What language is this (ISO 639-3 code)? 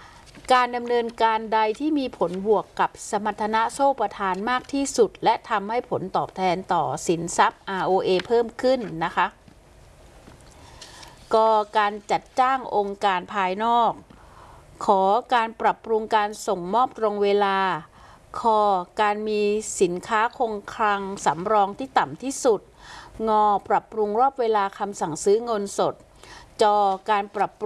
tha